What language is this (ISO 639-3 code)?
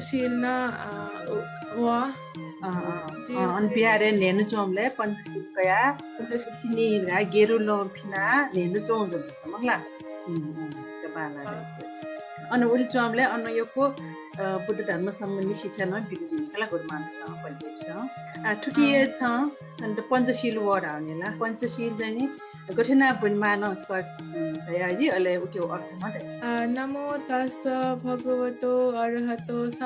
new